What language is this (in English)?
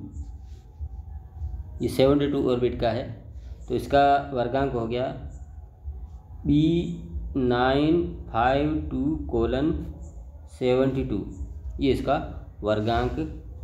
Hindi